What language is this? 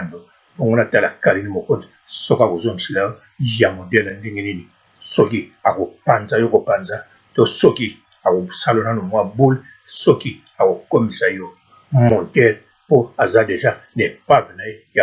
Lingala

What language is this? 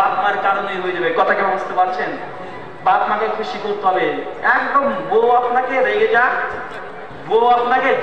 Bangla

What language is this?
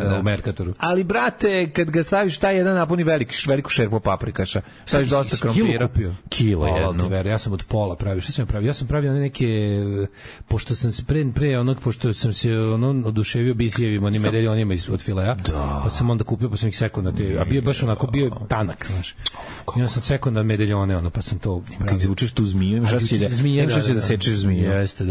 Serbian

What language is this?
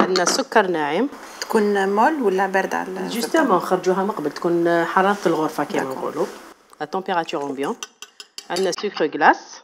Algerian Arabic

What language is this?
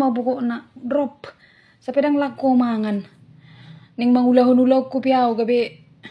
Batak Toba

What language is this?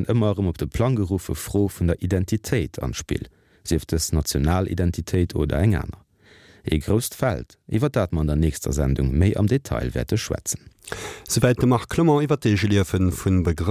Luxembourgish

